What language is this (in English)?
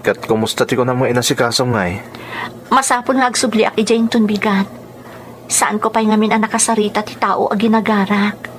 Iloko